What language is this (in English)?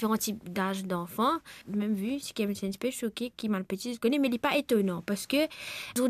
Morisyen